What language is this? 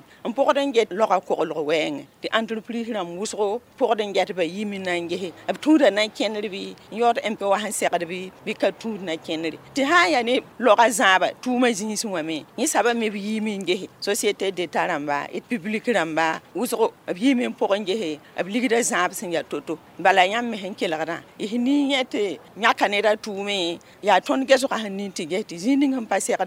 Mossi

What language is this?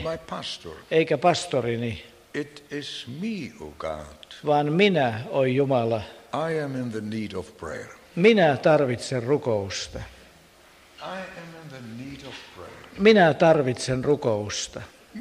Finnish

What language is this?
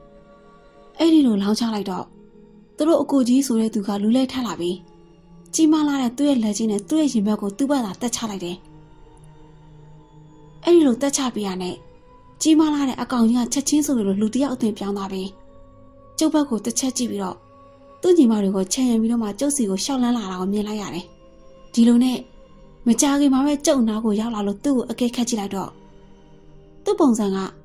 Burmese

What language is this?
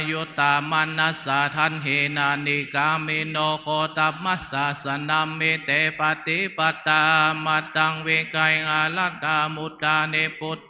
Pali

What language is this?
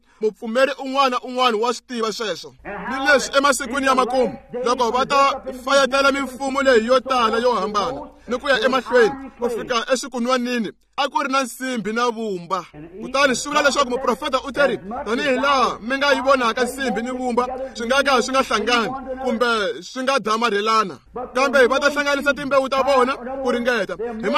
Tsonga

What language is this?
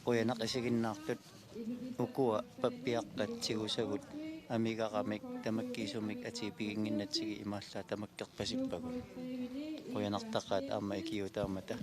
Kalaallisut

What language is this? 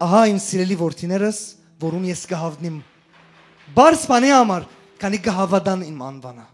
Western Armenian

